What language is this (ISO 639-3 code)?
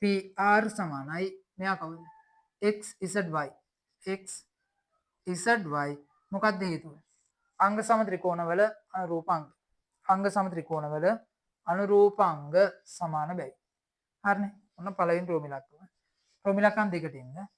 sin